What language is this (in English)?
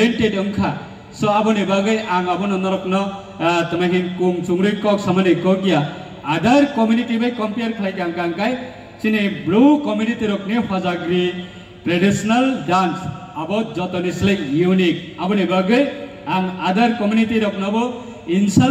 Riang (India)